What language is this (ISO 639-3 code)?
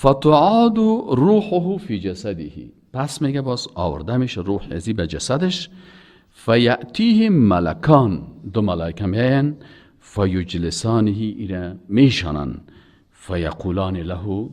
fas